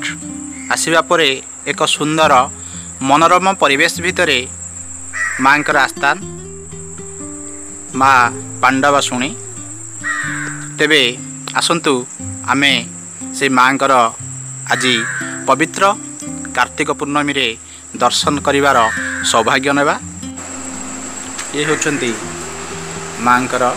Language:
Odia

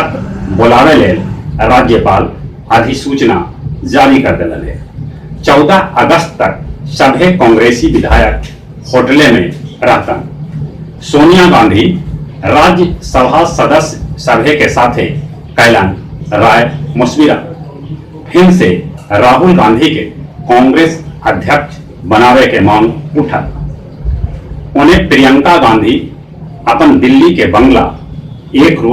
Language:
Magahi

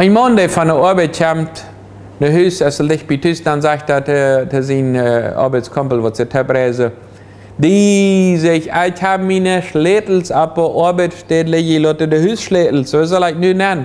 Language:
Plautdietsch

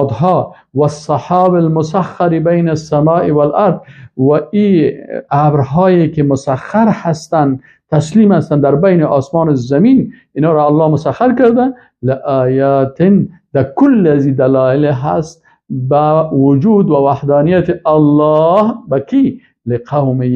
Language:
Persian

